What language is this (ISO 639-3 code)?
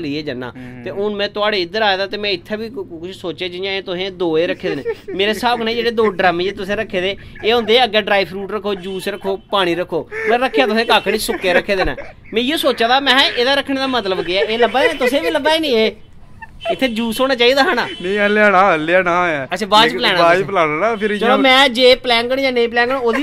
doi